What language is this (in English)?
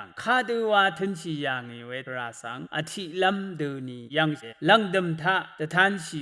Rawang